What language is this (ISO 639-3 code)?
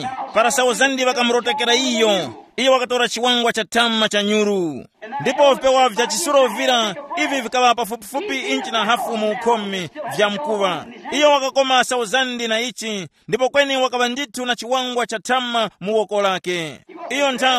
tum